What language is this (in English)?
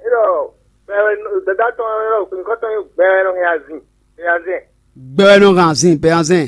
Fon